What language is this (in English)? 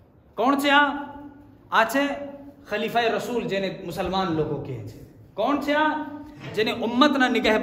Gujarati